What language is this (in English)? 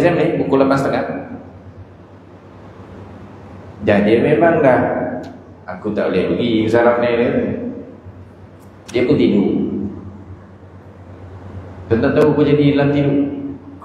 Malay